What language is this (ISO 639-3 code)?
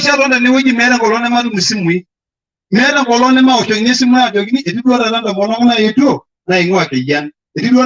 mas